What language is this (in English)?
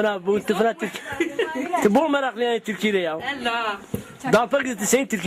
Zaza